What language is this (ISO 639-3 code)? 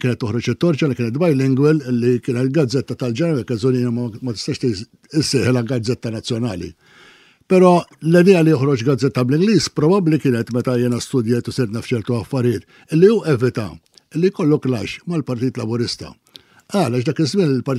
mlt